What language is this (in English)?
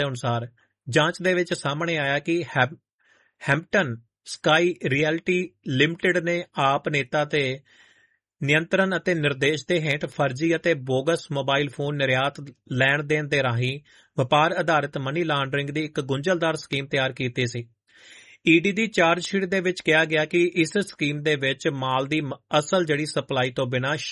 Punjabi